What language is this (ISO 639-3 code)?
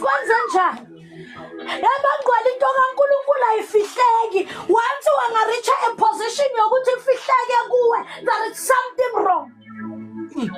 zul